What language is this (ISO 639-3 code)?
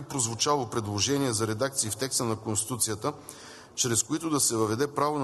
bul